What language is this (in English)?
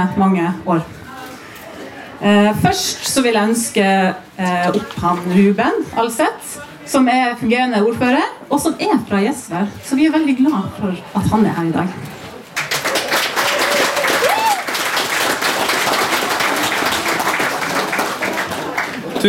Norwegian